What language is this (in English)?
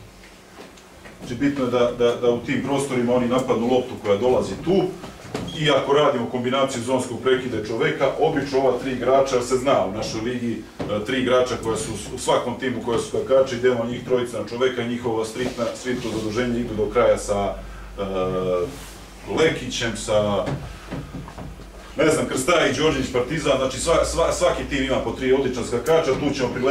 Serbian